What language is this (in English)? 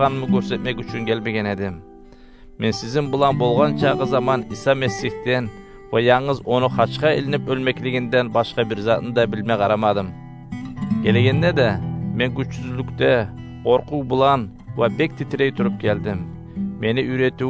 Kumyk